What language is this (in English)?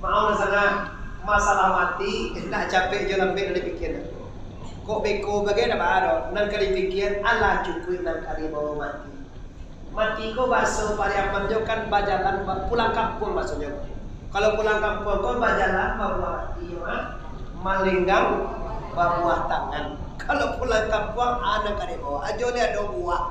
Minangkabau